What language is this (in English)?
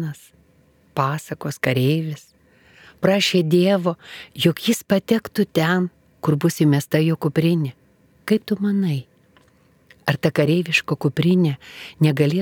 Lithuanian